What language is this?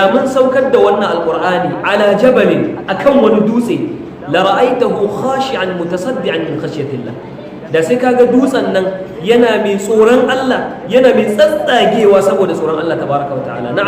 Hausa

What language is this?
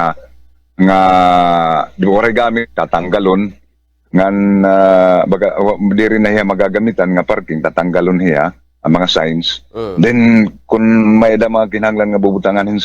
Waray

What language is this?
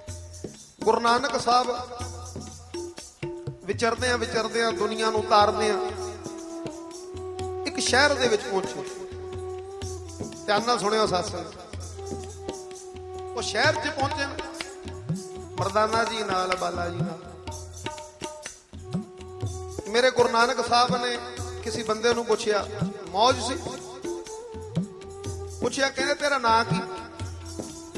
Punjabi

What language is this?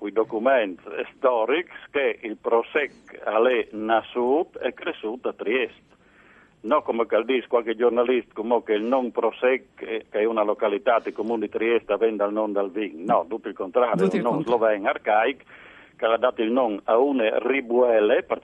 Friulian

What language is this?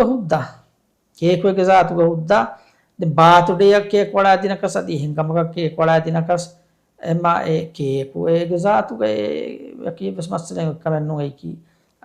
Divehi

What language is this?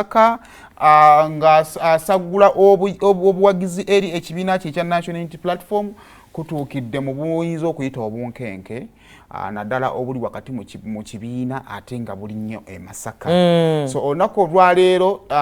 Ganda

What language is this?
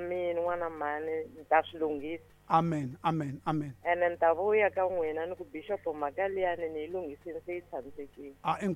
Tsonga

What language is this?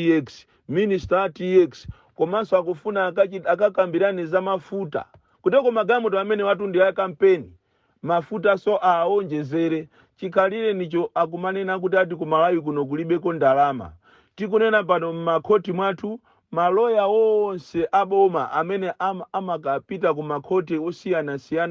Nyanja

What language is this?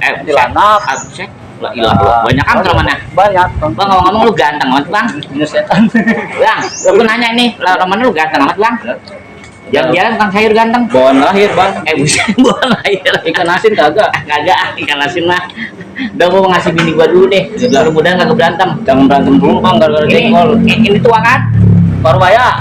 Betawi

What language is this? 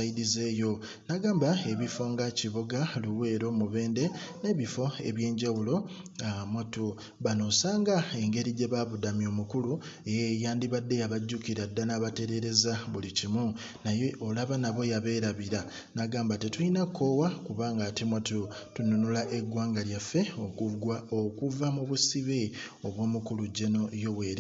Ganda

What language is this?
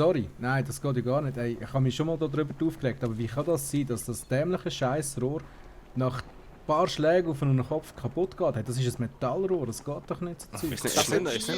Swiss German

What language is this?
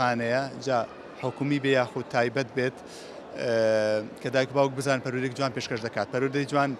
Central Kurdish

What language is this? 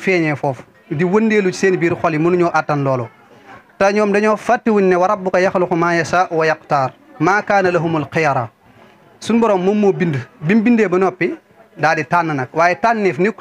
Wolof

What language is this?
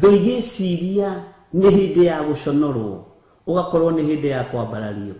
Kikuyu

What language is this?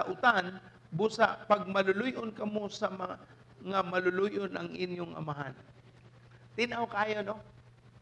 Cebuano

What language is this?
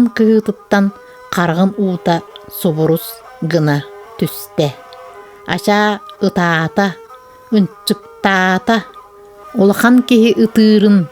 Yakut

